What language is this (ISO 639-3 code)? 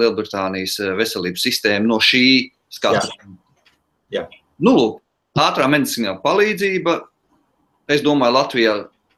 lav